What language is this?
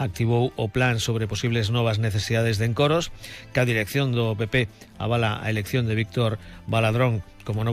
Galician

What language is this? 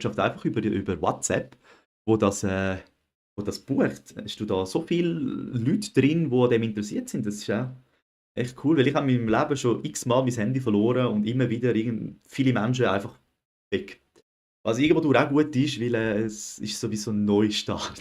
Swiss German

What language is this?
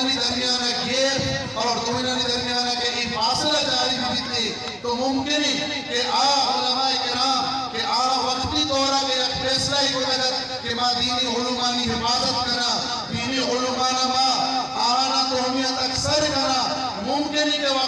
Eastern Balochi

